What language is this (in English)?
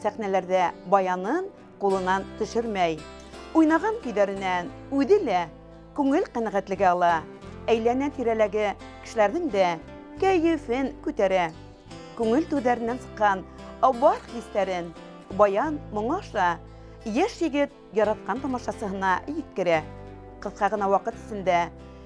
Bashkir